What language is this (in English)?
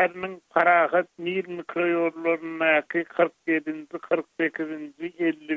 Turkmen